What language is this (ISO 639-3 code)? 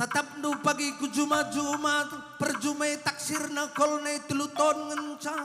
btx